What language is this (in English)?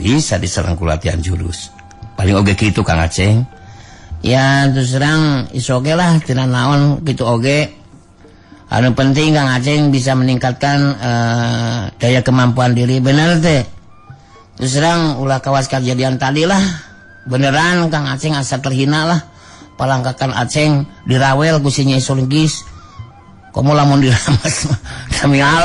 Sundanese